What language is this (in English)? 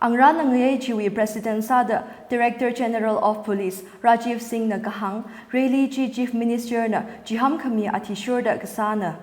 Tangkhul Naga (India)